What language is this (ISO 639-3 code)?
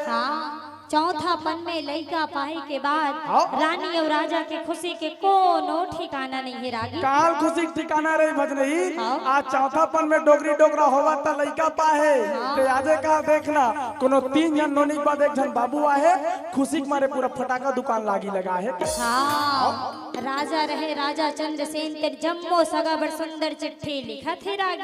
hne